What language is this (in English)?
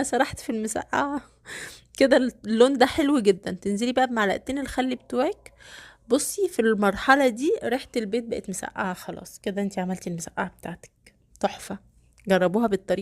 Egyptian Arabic